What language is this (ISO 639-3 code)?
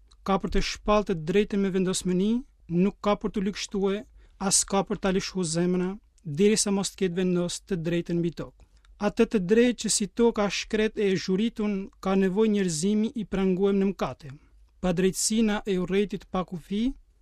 sqi